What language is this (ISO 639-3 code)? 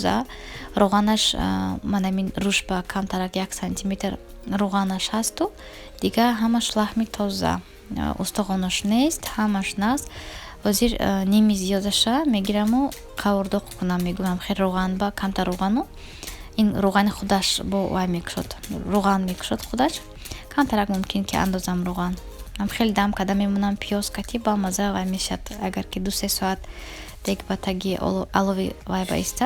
tgk